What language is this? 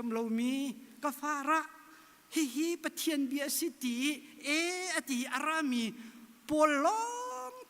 Hakha Chin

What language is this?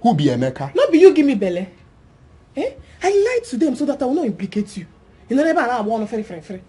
Nigerian Pidgin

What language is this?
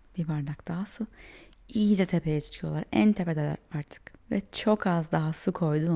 Turkish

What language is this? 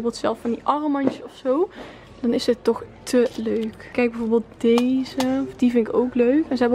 Dutch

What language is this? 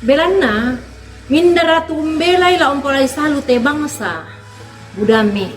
Toraja-Sa'dan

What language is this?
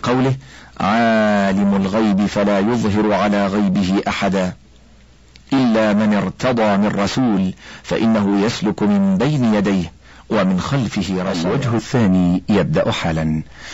Arabic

